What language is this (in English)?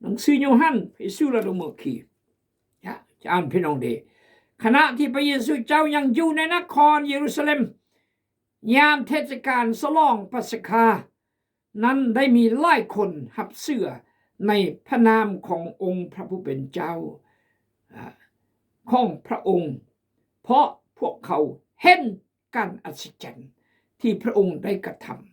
Khmu